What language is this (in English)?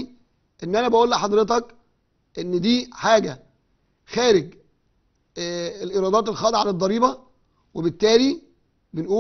Egyptian Arabic